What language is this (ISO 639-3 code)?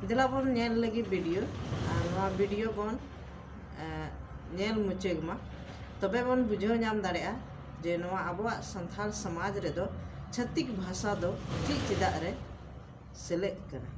sat